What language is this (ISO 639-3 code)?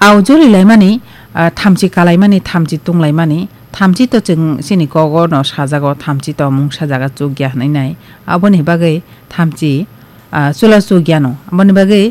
trp